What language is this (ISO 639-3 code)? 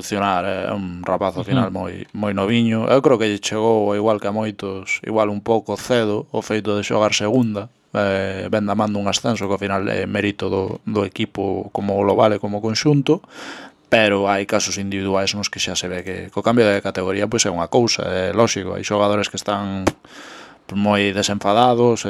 glg